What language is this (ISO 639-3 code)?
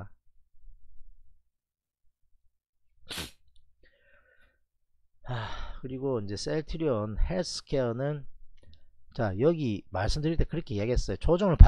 kor